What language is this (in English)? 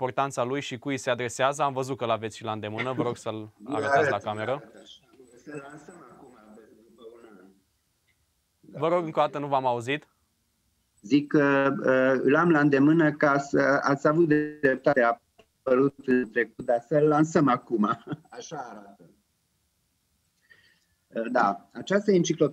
Romanian